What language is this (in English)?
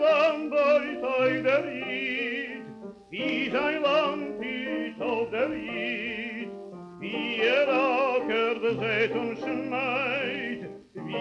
Yiddish